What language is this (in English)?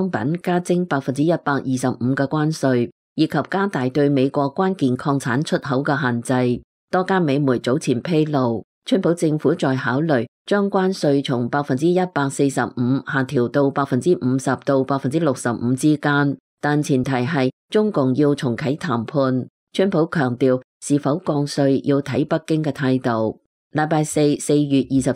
Cantonese